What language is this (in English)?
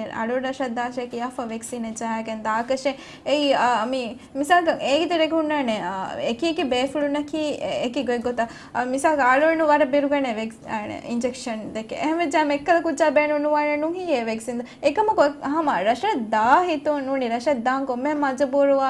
Divehi